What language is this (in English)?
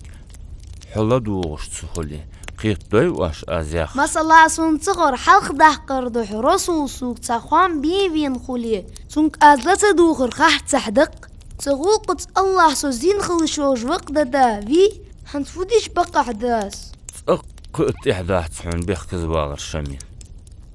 Ingush